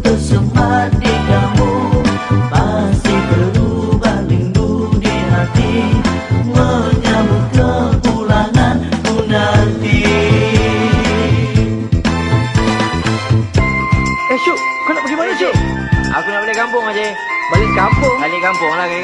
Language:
Malay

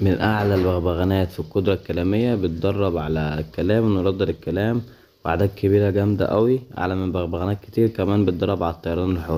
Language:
Egyptian Arabic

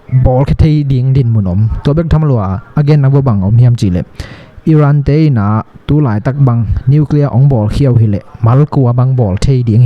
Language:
Tedim Chin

